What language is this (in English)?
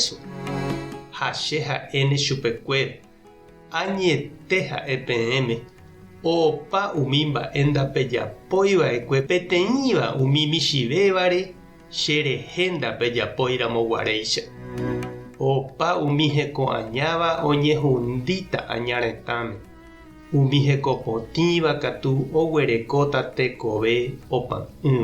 Guarani